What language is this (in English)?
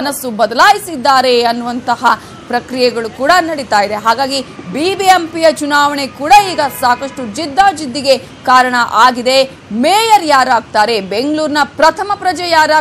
Kannada